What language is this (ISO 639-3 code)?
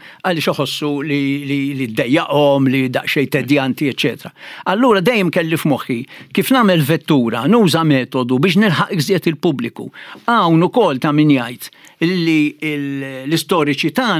mlt